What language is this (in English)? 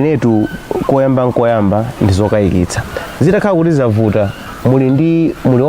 Nyanja